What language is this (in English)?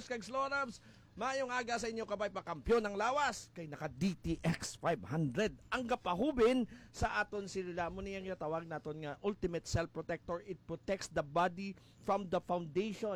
Hiligaynon